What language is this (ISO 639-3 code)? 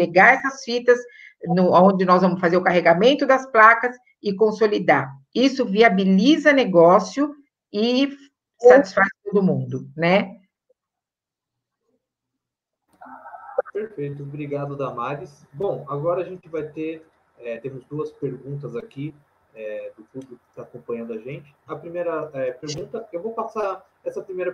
por